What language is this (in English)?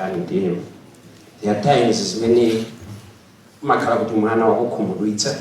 Nyanja